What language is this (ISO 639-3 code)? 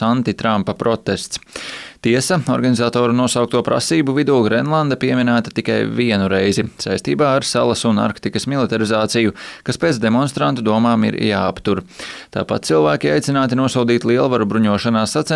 lav